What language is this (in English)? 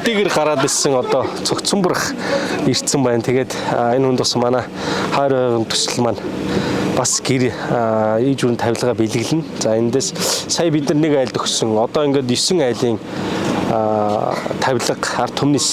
Mongolian